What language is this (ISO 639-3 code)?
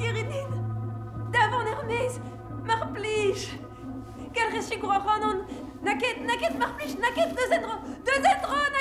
bre